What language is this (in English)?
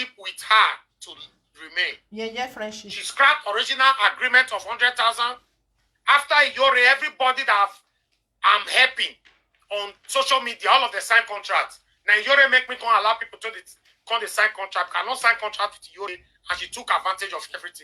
Nigerian Pidgin